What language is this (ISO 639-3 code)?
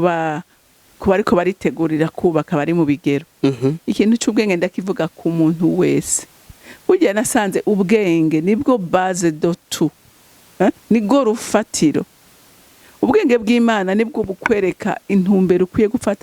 run